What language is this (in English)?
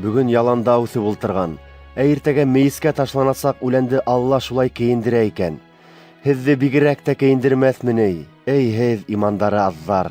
Bashkir